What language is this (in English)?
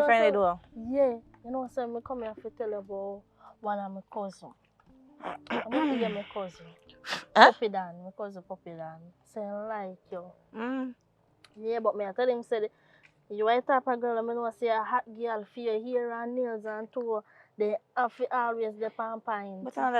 Jamaican Creole English